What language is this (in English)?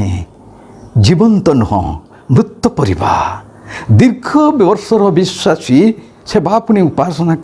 Odia